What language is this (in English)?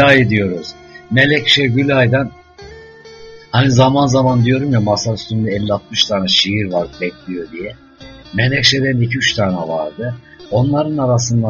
Turkish